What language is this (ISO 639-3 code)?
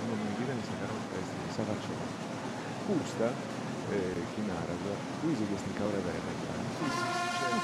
srd